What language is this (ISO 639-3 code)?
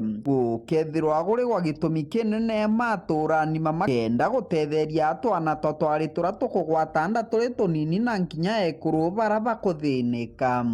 mer